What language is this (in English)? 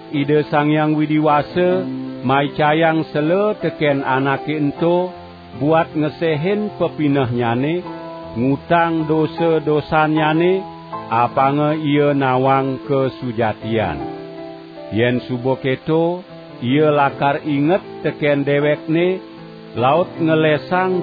Balinese